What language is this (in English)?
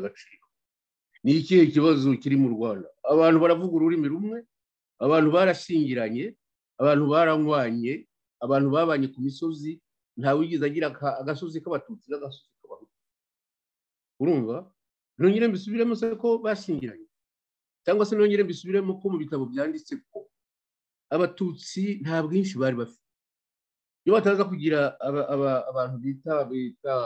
Kinyarwanda